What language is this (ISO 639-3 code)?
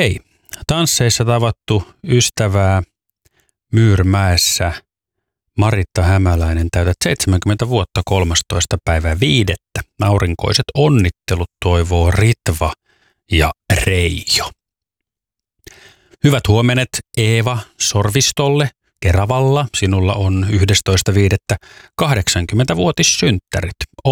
fin